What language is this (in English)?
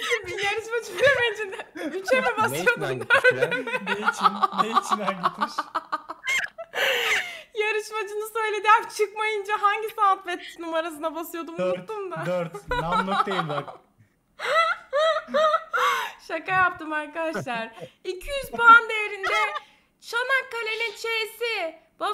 Turkish